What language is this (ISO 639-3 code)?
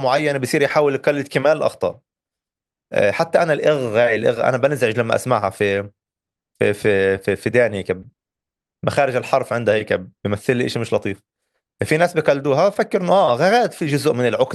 apc